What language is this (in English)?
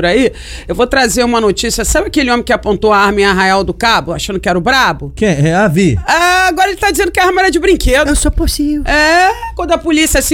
Portuguese